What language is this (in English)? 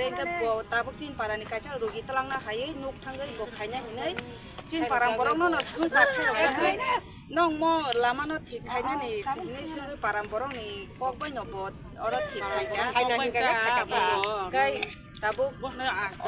Kok Borok